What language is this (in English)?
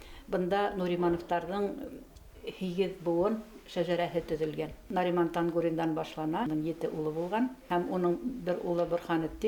Bashkir